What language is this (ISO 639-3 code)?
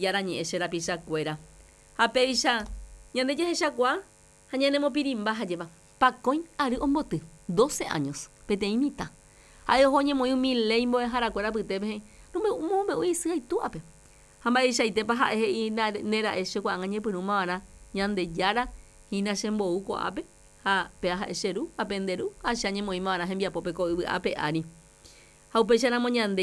grn